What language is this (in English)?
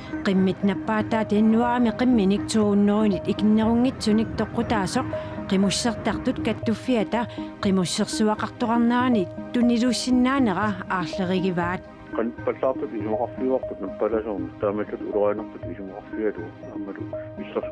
Kalaallisut